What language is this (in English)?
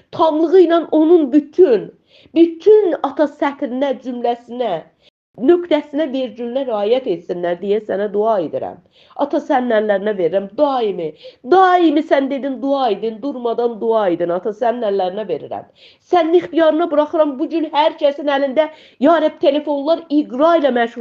Azerbaijani